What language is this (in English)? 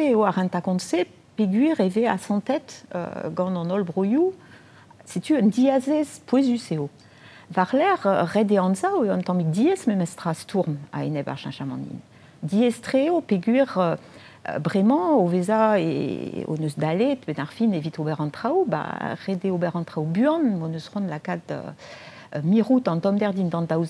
Breton